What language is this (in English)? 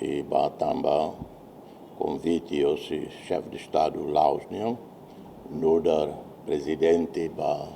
Tetum